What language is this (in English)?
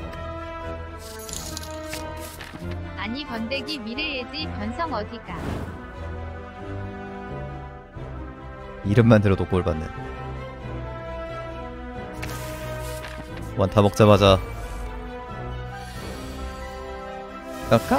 Korean